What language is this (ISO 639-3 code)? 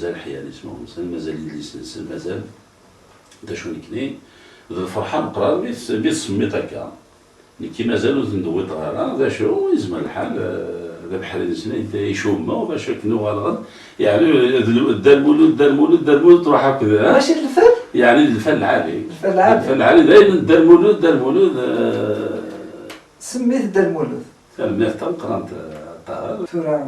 kab